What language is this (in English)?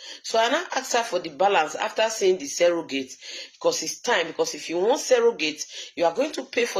Nigerian Pidgin